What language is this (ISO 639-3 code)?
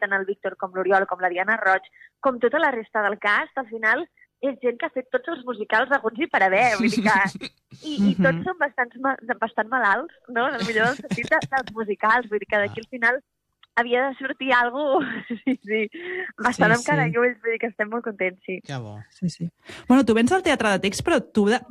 cat